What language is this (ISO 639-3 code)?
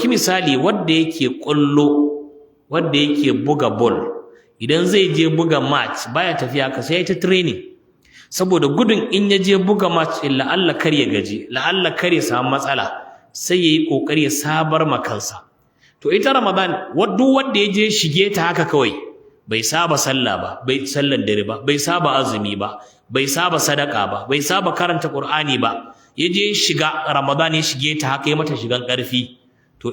hau